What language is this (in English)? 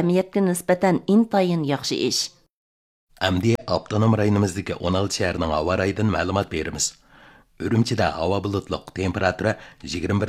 Uyghur